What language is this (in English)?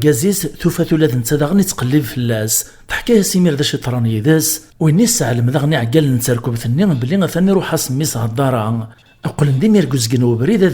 Kabyle